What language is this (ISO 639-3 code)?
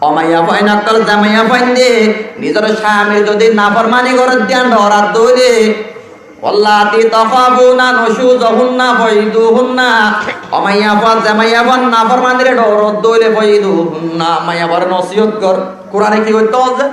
rhg